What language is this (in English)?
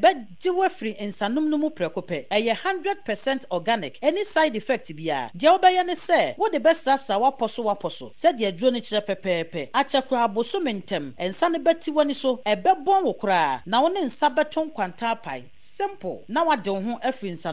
Akan